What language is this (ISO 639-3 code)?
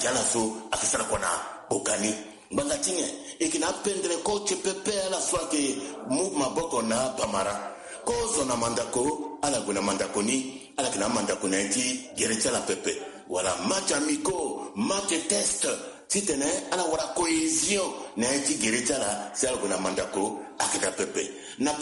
sag